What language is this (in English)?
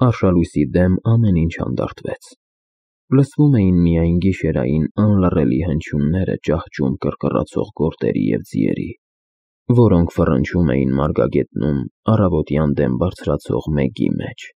Armenian